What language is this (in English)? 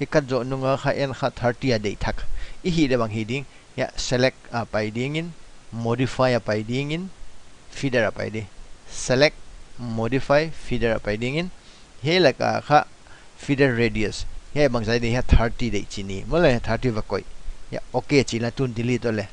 Paite Chin